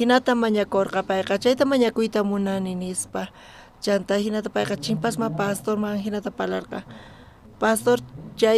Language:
South Bolivian Quechua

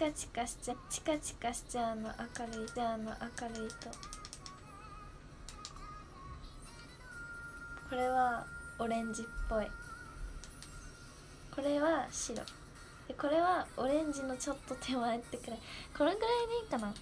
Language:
Japanese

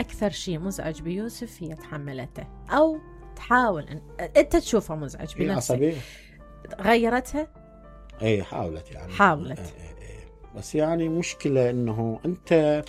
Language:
Mesopotamian Arabic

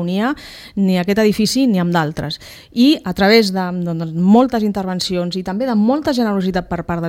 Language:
Catalan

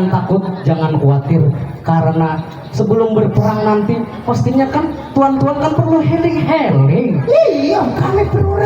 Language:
Banjar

